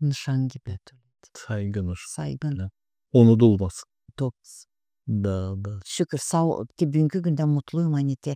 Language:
Gagauz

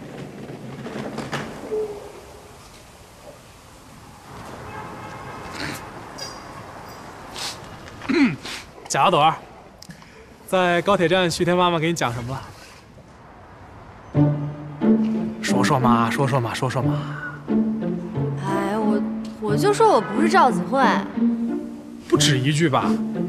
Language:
Chinese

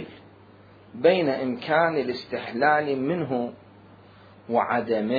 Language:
Mesopotamian Arabic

